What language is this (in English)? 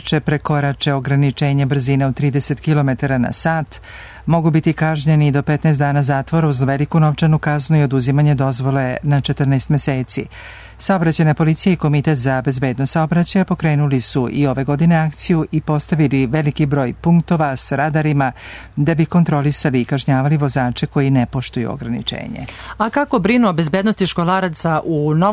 Serbian